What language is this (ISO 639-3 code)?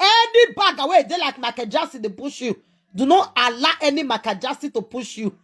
pcm